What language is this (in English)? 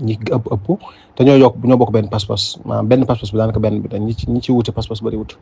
Wolof